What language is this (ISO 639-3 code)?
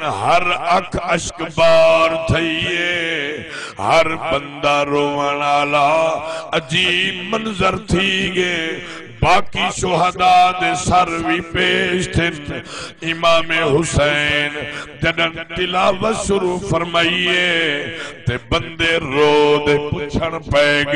skr